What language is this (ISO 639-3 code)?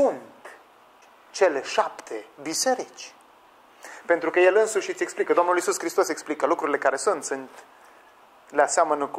ron